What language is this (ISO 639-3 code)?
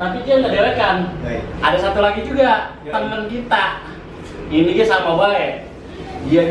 bew